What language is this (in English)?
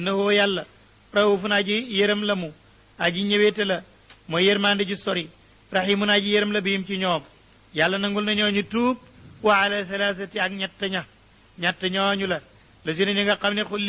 Wolof